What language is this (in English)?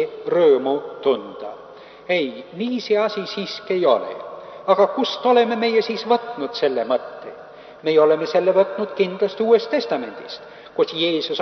Estonian